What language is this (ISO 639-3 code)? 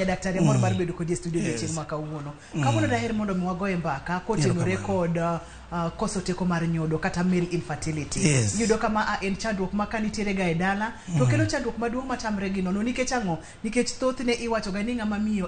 luo